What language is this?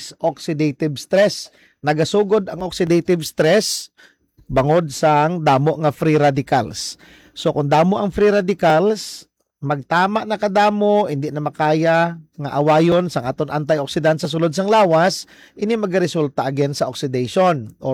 Hiligaynon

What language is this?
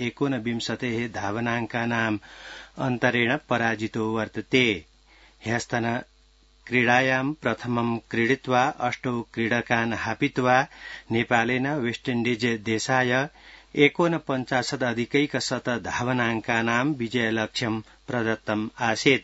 Sanskrit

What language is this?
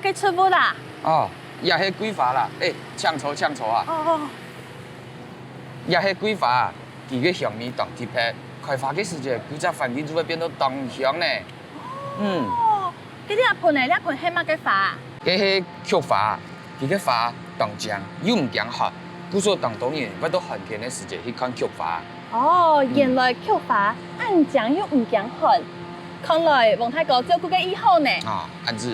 Hakka Chinese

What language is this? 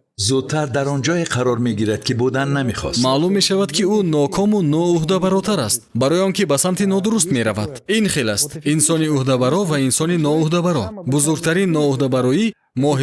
Tajik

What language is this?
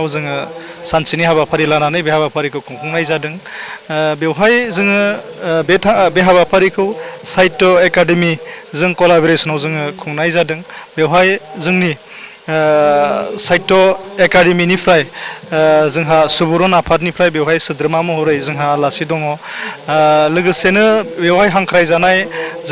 Bodo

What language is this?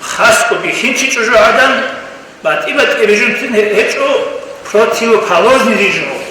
Avaric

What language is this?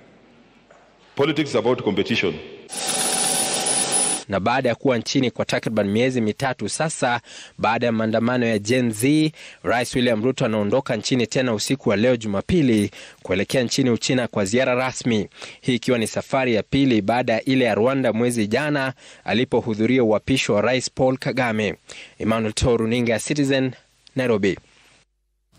Swahili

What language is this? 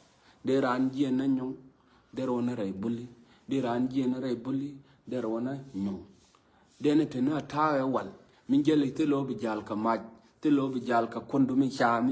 Nuer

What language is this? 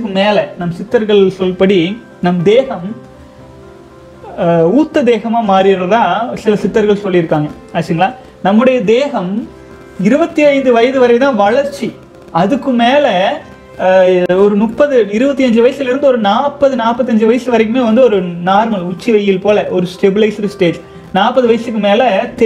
Tamil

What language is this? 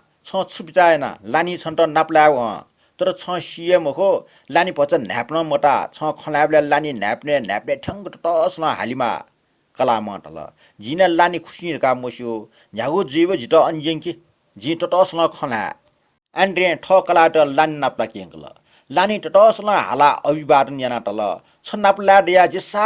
Newari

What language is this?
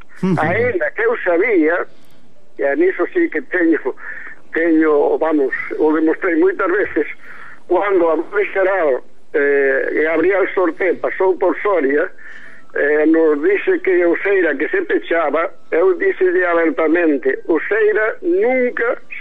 Galician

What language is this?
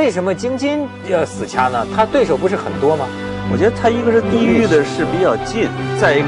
Chinese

